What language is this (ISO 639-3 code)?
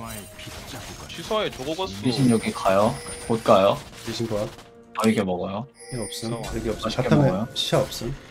kor